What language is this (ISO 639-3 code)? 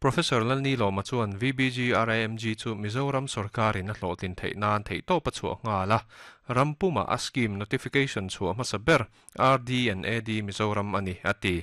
lus